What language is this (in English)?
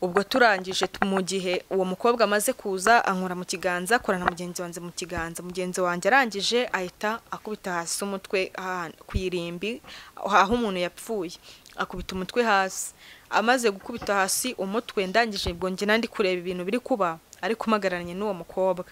Kinyarwanda